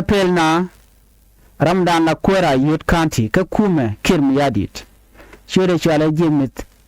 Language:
Nuer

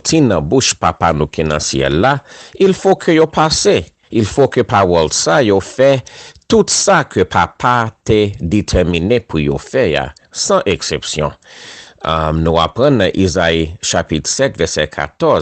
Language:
Haitian Creole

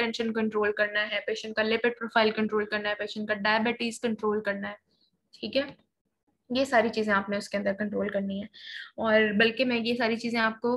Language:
Hindi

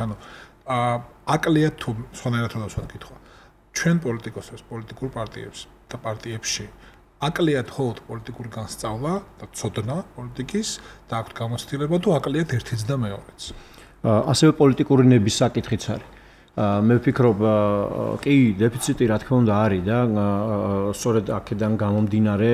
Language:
Georgian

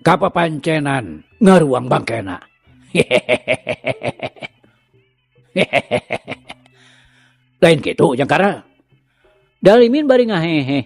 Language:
Sundanese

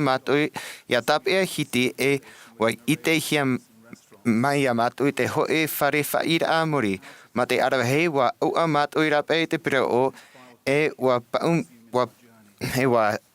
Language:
Tahitian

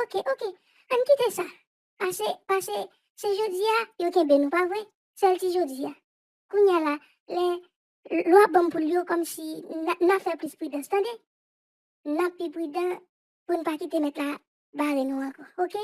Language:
Haitian Creole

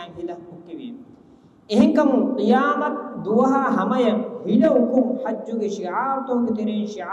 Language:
Divehi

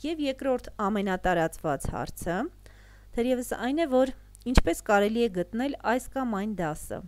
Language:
Armenian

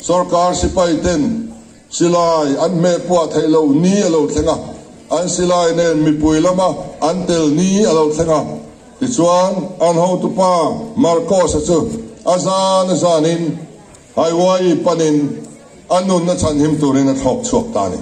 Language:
Mizo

